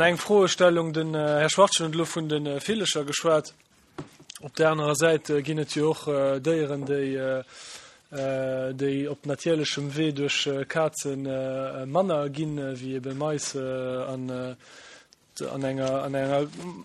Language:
Luxembourgish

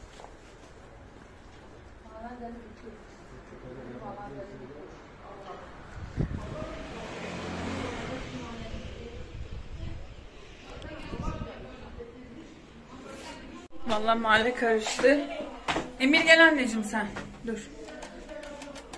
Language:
Turkish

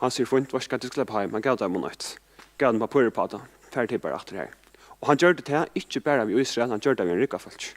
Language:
Faroese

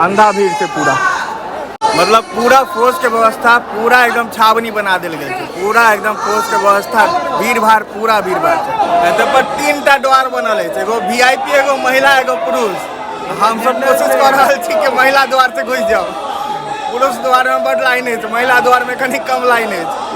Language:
Maithili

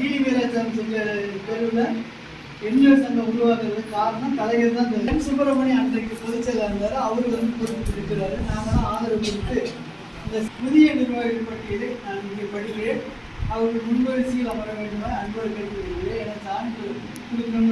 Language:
Tamil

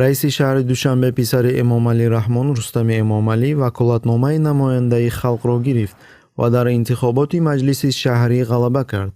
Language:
Tajik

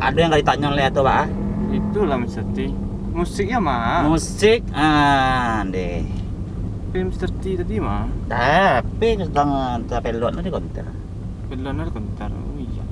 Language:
Minangkabau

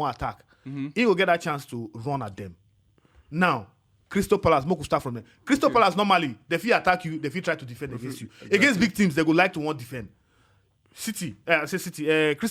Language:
Nigerian Pidgin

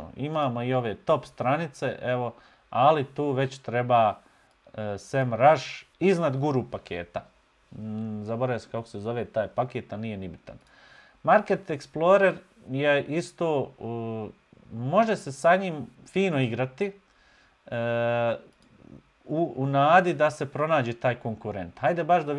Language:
Bosnian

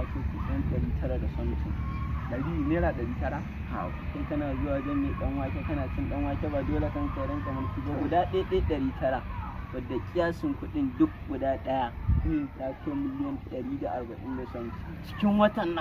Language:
Hausa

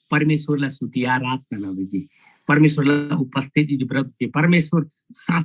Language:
Eastern Tamang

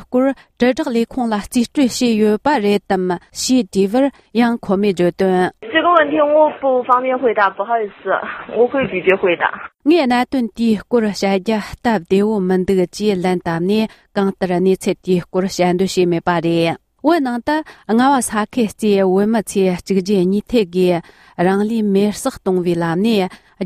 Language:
Tibetan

